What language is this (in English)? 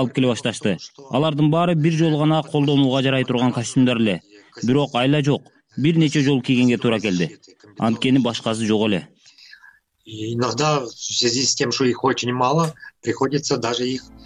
Kyrgyz